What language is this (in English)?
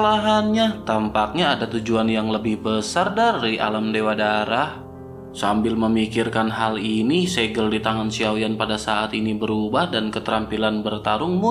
Indonesian